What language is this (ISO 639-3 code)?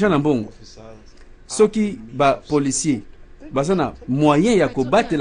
lin